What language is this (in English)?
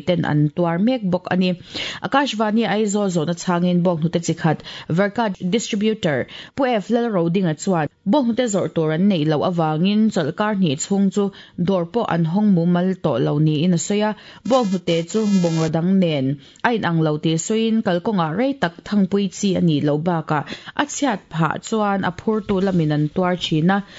Mizo